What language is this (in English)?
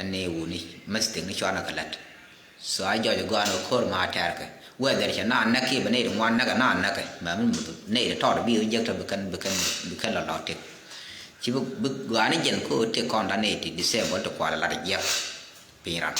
Nuer